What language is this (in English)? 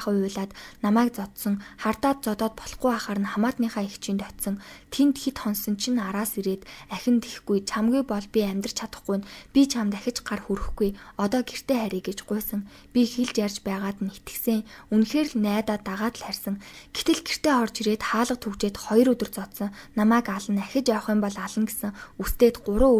Mongolian